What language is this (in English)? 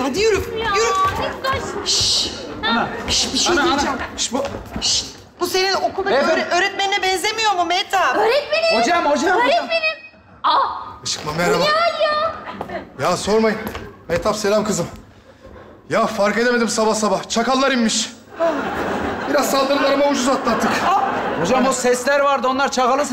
Turkish